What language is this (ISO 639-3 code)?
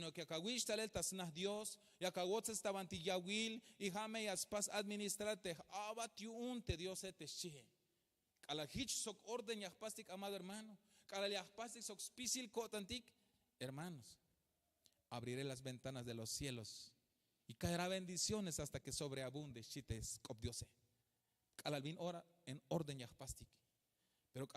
tzh